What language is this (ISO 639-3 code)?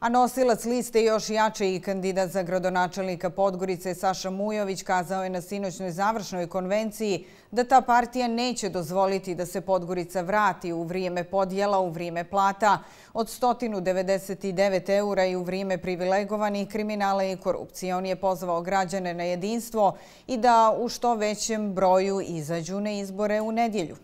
hrv